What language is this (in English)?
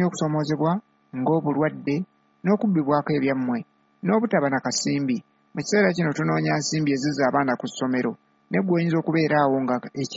Ganda